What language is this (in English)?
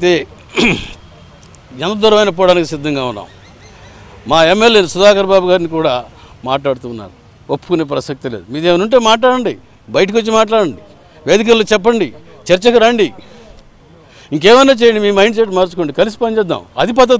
Telugu